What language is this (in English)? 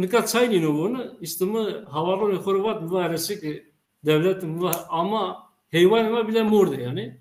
Zaza